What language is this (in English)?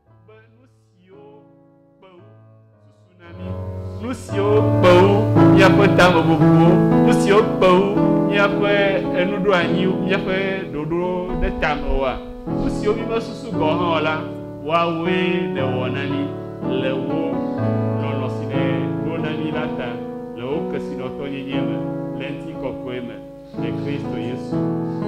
Ewe